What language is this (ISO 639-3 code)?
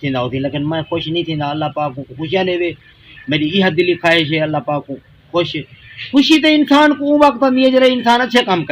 skr